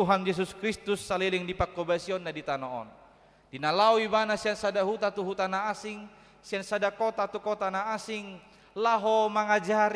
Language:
Batak Toba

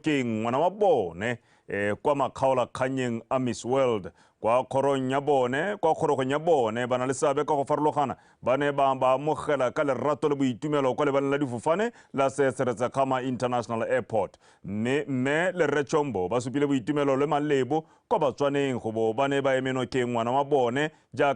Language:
Tswana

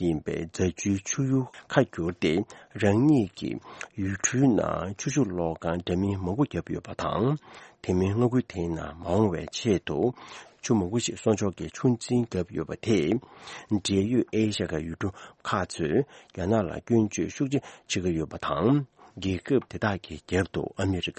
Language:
Tibetan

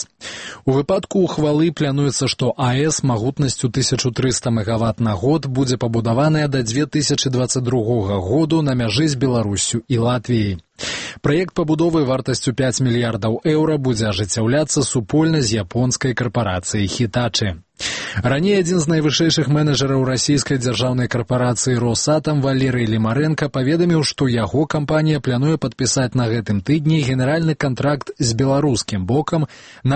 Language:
Belarusian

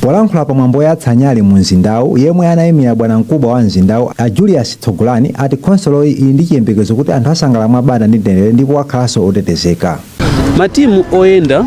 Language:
Nyanja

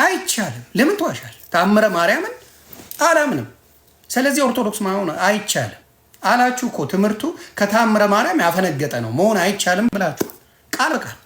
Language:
Amharic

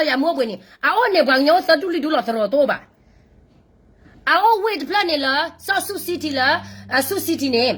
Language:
S'gaw Karen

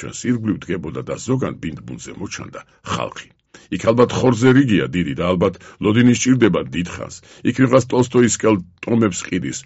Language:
Georgian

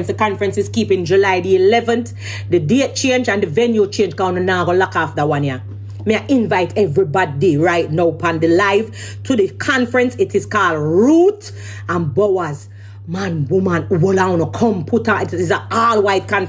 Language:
Jamaican Creole English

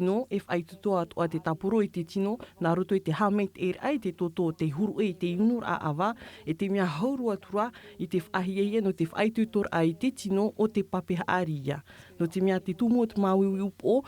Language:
Tahitian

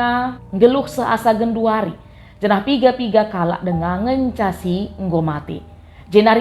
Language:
Batak Karo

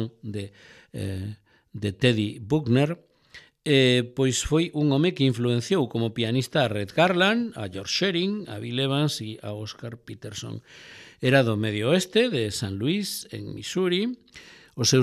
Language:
Galician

